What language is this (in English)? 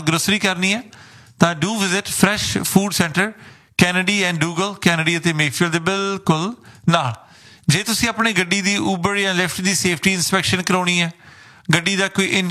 Punjabi